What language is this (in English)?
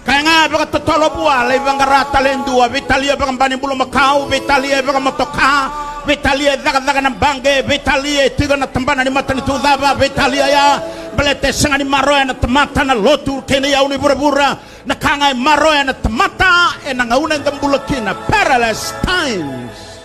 Fijian